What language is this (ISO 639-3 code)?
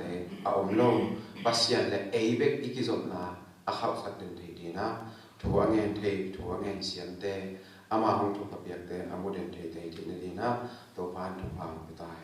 ctd